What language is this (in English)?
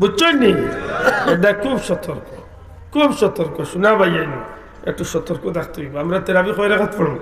Sylheti